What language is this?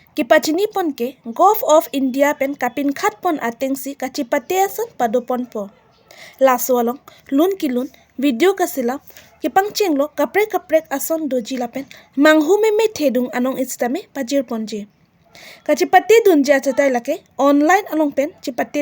Karbi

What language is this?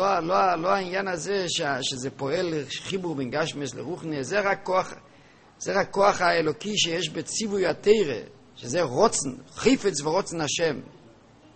Hebrew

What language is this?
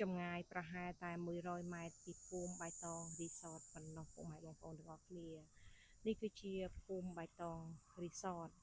Khmer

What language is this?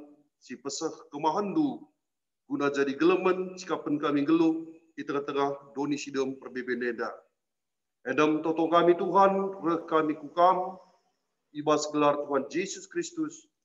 Batak Karo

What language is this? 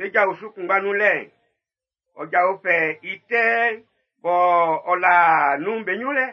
Baoulé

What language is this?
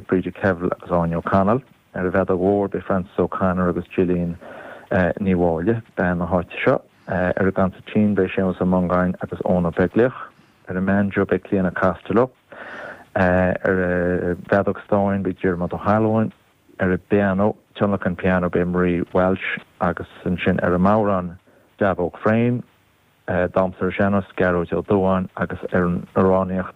Irish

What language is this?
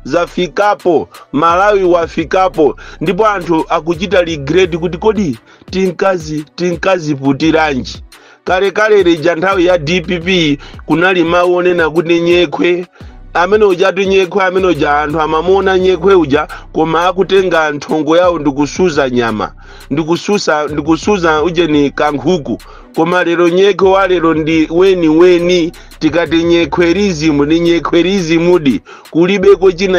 Nyanja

